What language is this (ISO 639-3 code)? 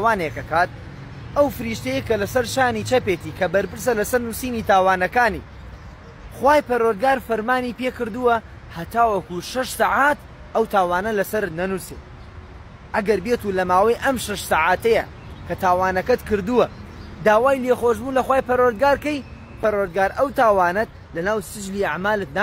ckb